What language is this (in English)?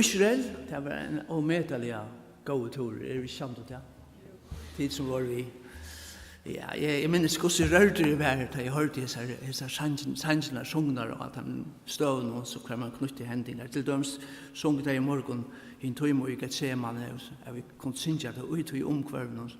Faroese